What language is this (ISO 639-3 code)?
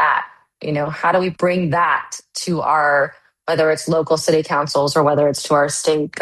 eng